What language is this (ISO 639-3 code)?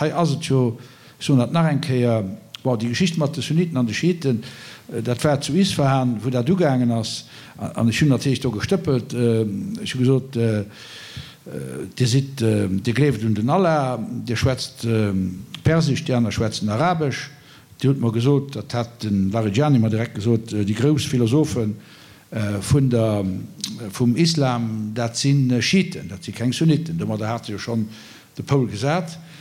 ltz